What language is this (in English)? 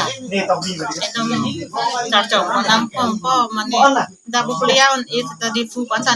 Karbi